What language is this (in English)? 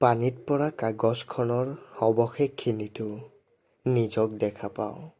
Assamese